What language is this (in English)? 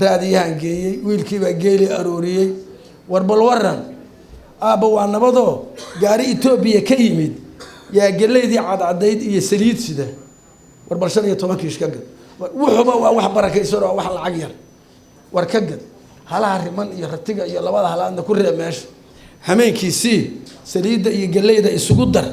Somali